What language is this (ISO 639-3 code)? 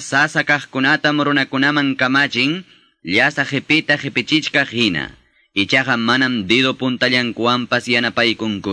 que